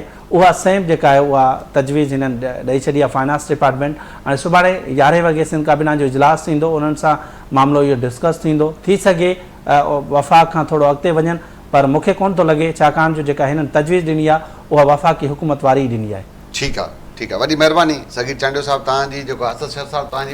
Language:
Sindhi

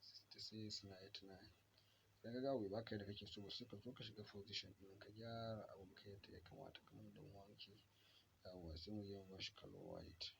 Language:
Hausa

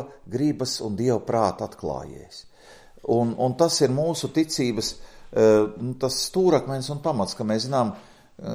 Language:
Latvian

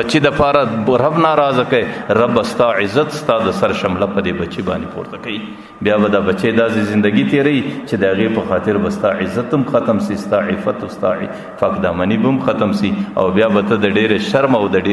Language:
Pashto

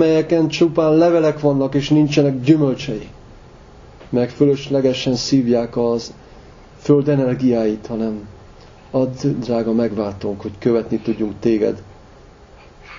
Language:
Hungarian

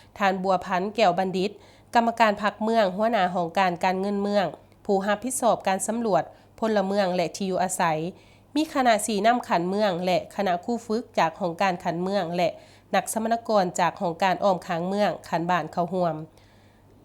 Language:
Lao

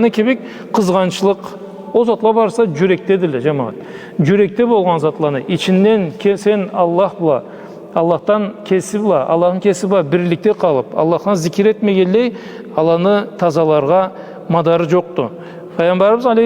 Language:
Karachay-Balkar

